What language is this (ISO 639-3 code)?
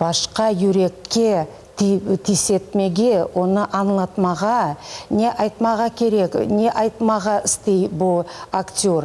crh